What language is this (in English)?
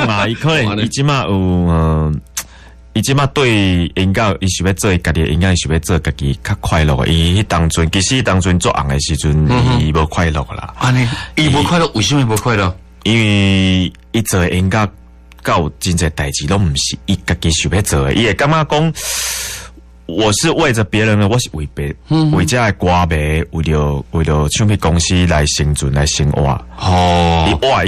Min Nan Chinese